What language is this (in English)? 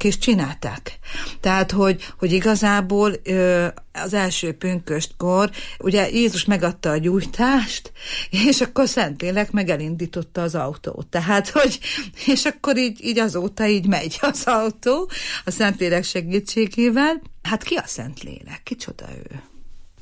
Hungarian